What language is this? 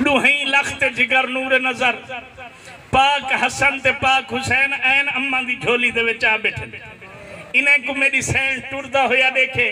Saraiki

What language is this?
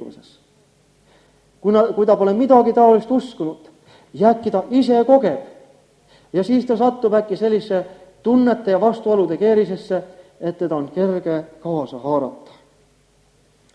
Estonian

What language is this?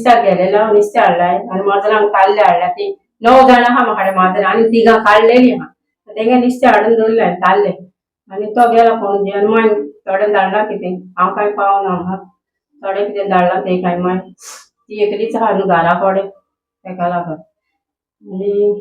Konkani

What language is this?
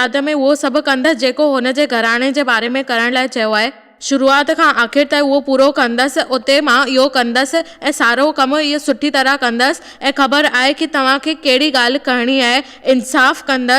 Sindhi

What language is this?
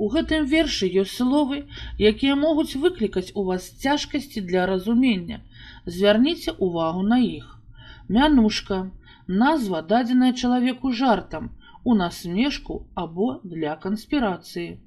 Belarusian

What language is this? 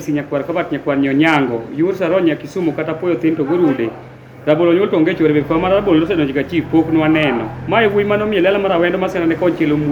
Luo (Kenya and Tanzania)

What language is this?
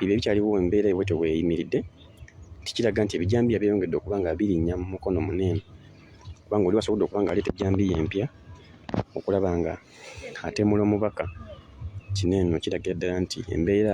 Ganda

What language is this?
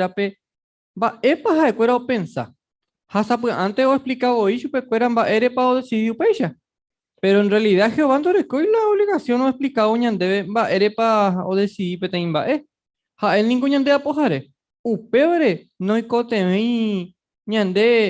Guarani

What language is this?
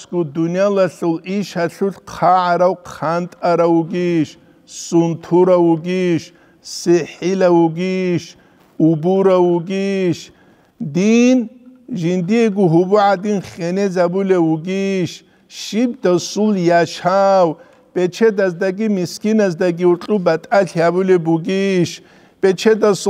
Avaric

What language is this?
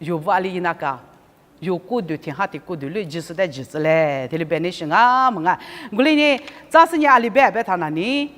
Lisu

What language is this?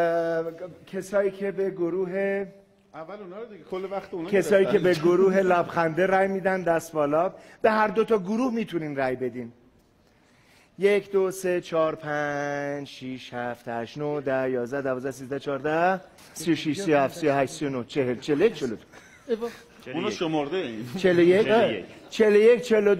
Persian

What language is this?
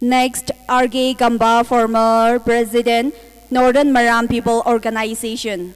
Tangkhul Naga (India)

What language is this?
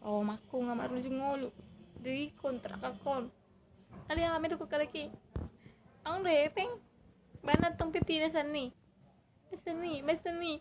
Batak Toba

